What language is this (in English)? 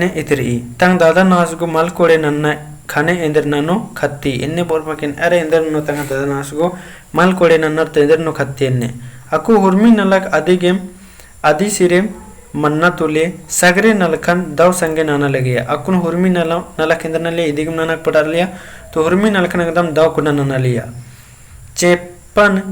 Kurukh